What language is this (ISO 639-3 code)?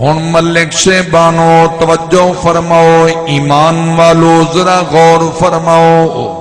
skr